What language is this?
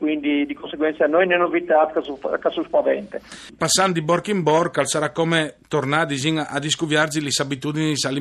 Friulian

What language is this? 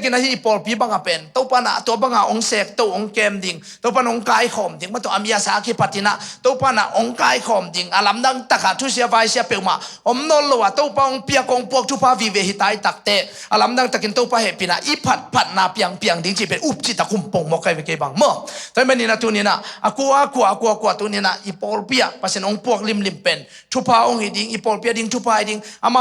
Tedim Chin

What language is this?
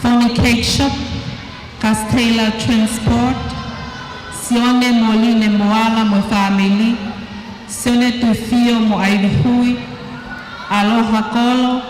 Tongan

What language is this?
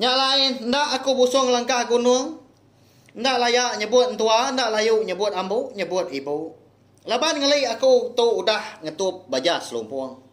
Iban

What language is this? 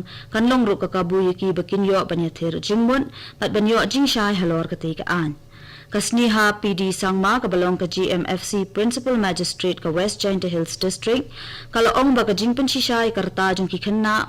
Khasi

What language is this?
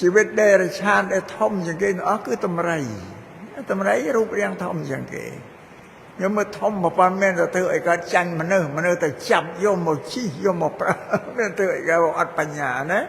Khmer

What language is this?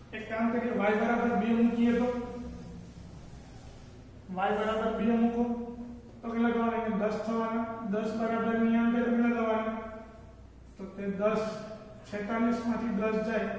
Gujarati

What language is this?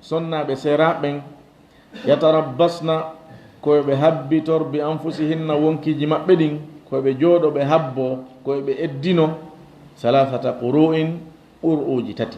Fula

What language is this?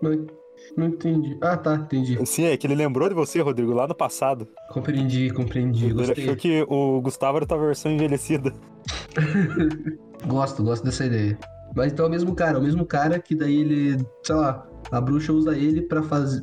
Portuguese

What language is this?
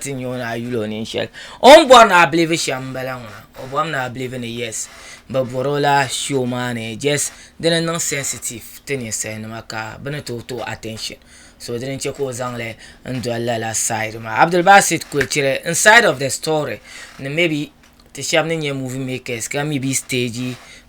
Dagbani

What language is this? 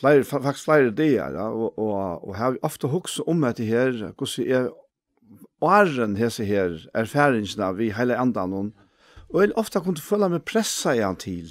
Faroese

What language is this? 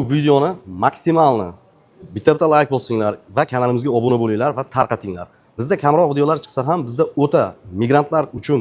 Uzbek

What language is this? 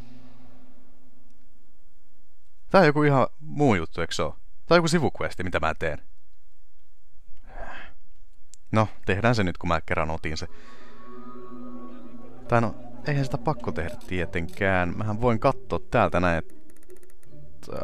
Finnish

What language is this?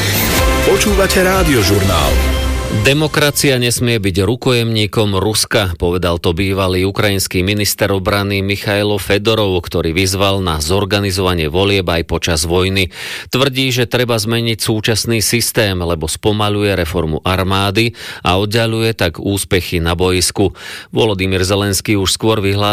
Slovak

